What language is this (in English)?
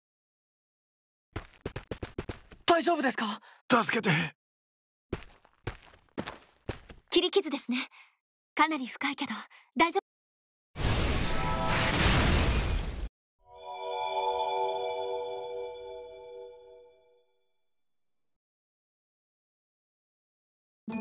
Japanese